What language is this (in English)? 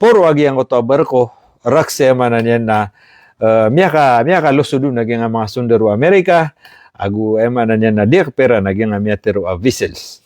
Maranao